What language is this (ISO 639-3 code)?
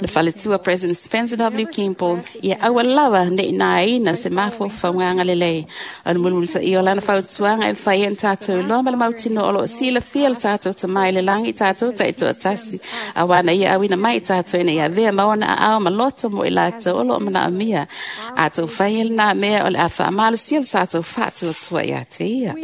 smo